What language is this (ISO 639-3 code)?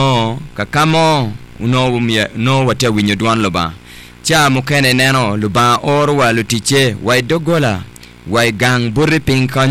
ach